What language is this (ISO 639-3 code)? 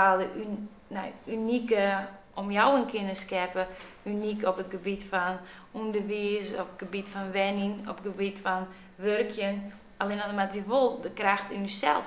fry